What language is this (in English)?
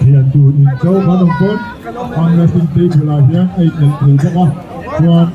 Mizo